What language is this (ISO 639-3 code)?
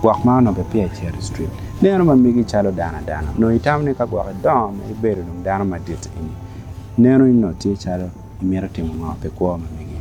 ach